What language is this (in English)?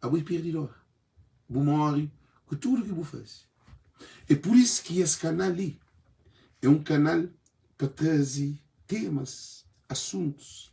Kabuverdianu